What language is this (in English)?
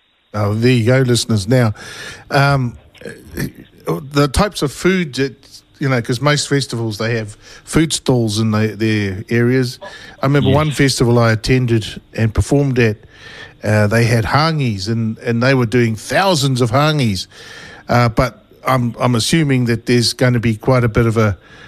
English